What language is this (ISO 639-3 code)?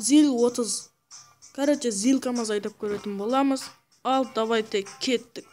kaa